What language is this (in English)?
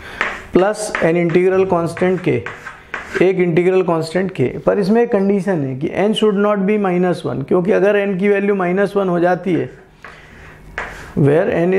Hindi